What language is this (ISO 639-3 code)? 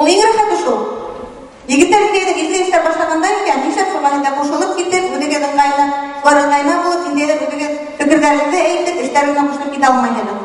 bak